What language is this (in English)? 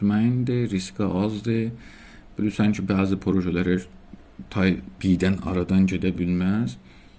South Azerbaijani